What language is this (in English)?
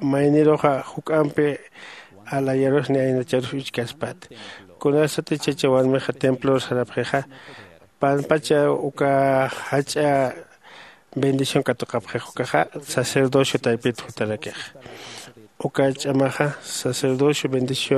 Aymara